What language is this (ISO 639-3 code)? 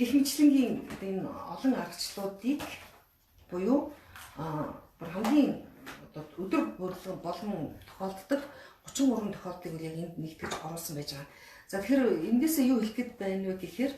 mon